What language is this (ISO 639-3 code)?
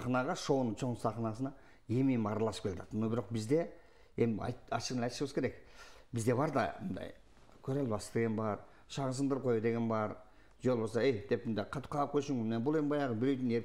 kir